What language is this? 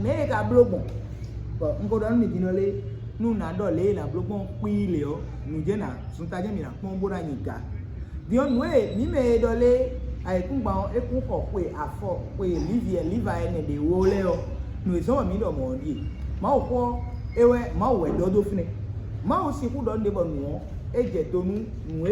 Fon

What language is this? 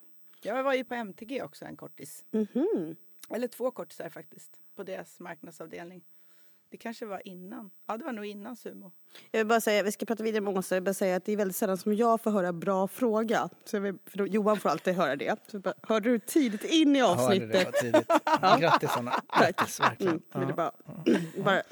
Swedish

